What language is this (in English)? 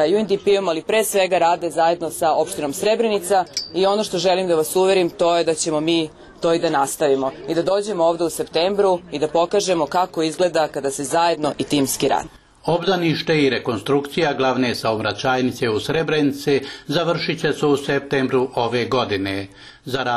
Serbian